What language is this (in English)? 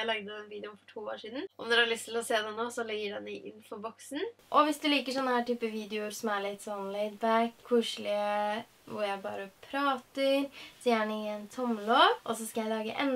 Norwegian